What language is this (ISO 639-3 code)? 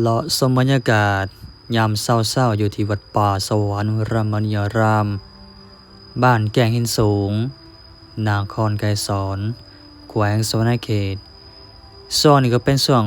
lao